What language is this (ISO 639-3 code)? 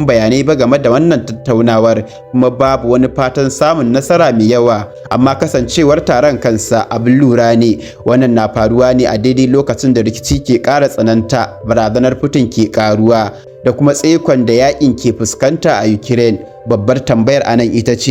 hau